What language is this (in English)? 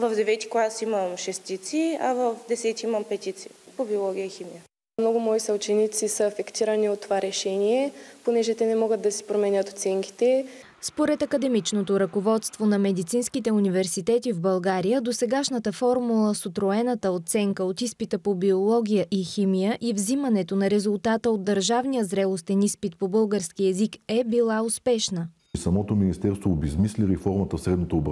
Bulgarian